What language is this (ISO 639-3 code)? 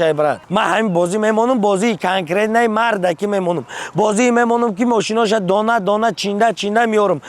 tgk